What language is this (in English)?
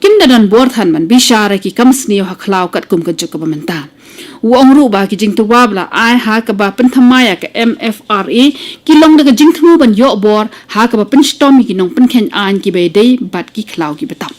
Khasi